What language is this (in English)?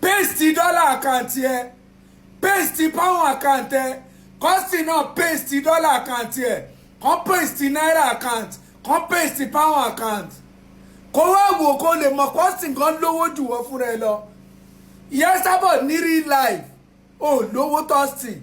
Yoruba